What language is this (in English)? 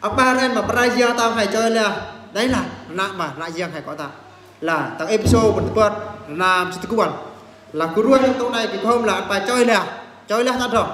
Eastern Bru